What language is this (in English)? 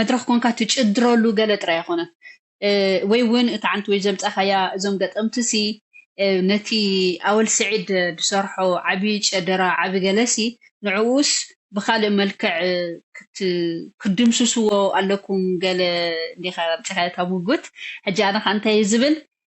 Tigrinya